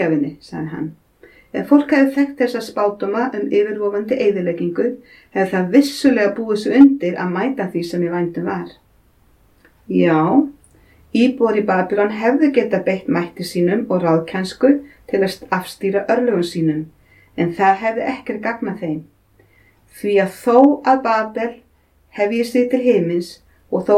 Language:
Icelandic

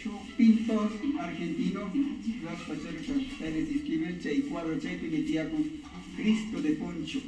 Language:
Imbabura Highland Quichua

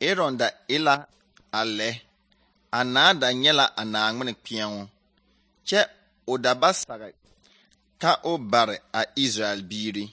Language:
Southern Dagaare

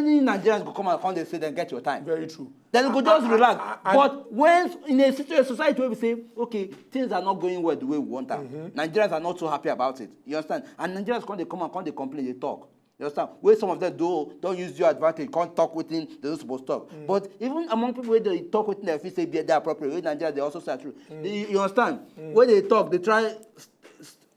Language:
Nigerian Pidgin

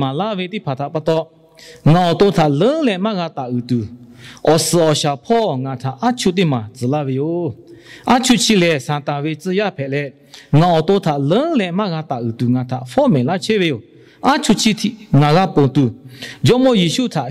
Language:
Lahu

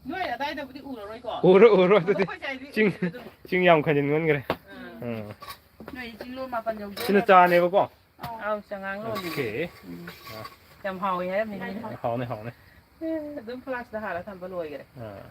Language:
Manipuri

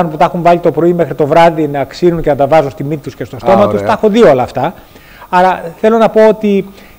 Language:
Greek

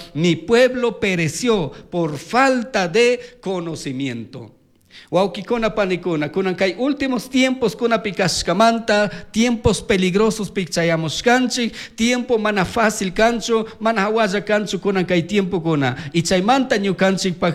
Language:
Chimborazo Highland Quichua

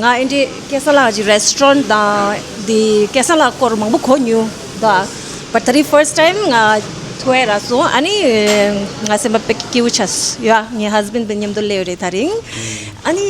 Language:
Tibetan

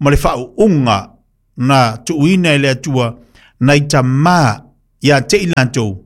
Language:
Samoan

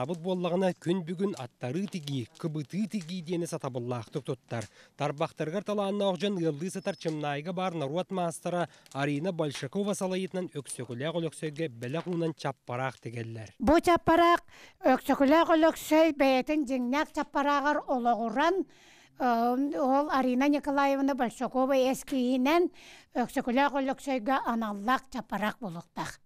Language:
Yakut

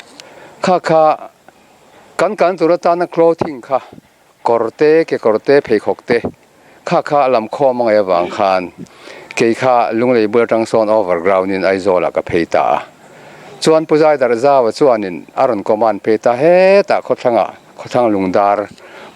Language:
Mizo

